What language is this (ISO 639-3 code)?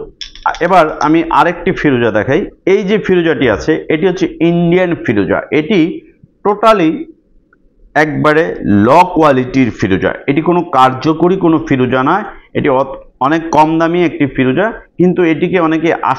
ben